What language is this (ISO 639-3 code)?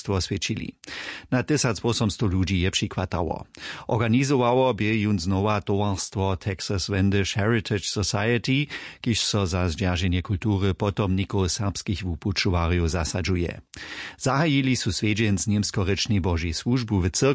hsb